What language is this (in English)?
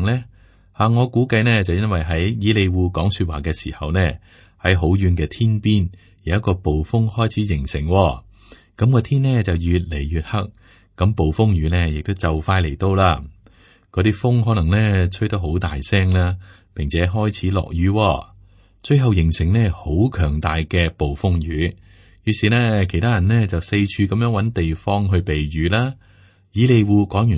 Cantonese